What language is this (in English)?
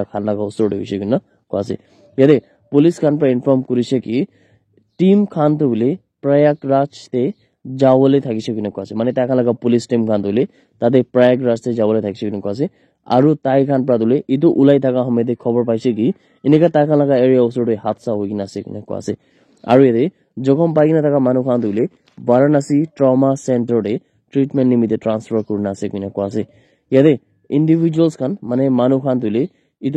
Naga Pidgin